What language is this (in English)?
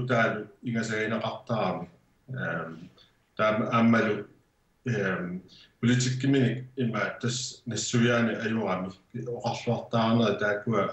Kalaallisut